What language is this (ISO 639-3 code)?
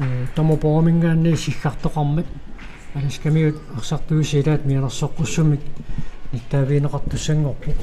kal